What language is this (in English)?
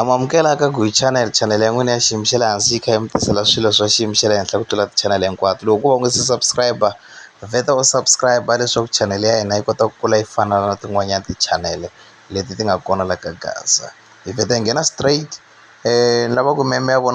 Tsonga